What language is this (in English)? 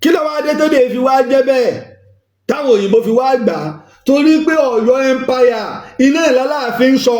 Yoruba